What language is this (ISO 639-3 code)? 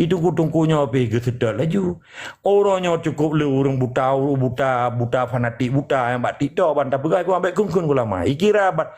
ace